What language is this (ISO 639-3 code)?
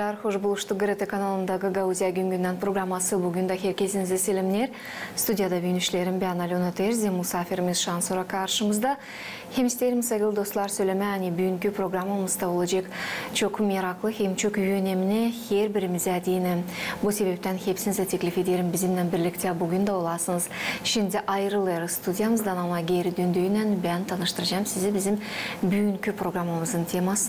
gag